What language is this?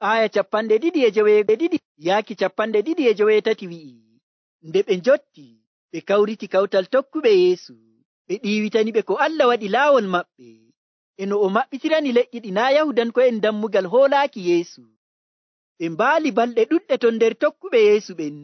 Nigerian Fulfulde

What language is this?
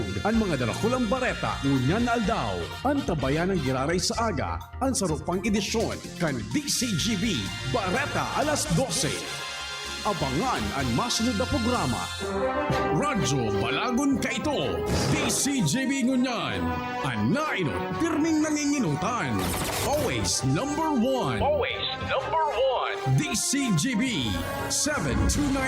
Bikol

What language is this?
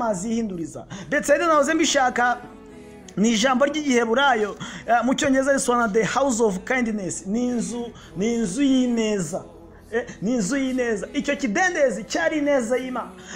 Kinyarwanda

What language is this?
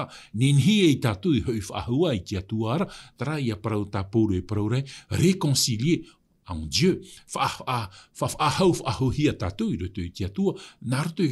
Tahitian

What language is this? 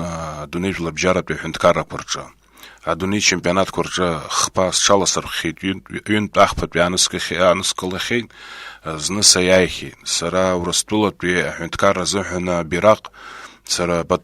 Abkhazian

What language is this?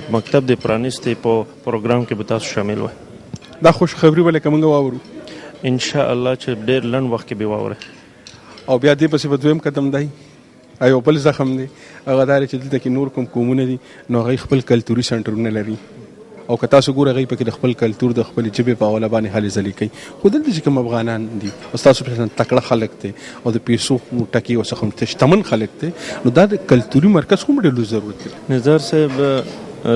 Pashto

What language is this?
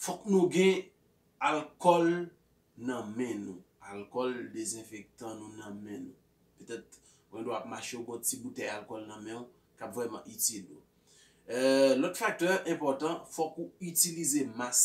Haitian Creole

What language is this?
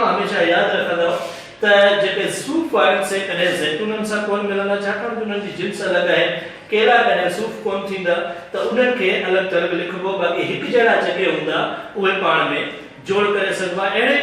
Sindhi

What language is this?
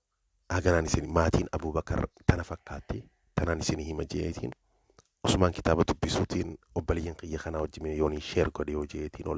Oromo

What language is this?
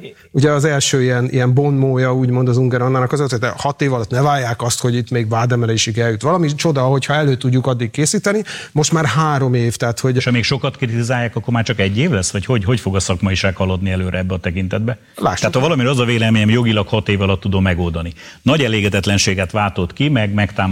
Hungarian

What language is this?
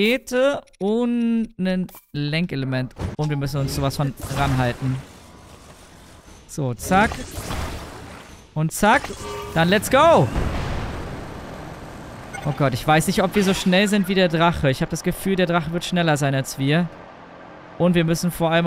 German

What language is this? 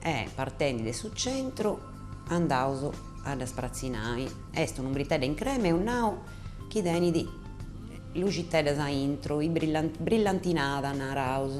Sardinian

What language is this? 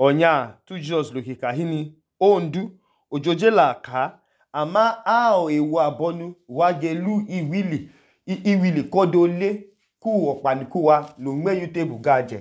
Idoma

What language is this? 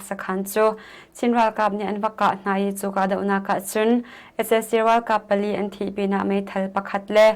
Hakha Chin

